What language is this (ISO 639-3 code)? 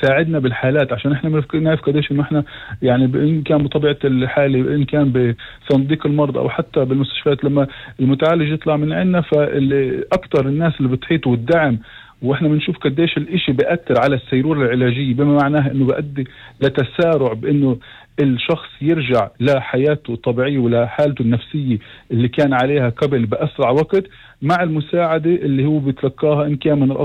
apc